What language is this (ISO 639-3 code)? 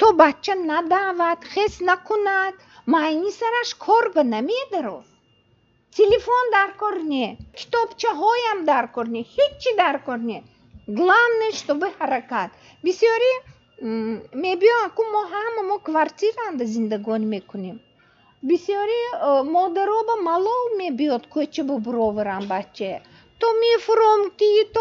tgk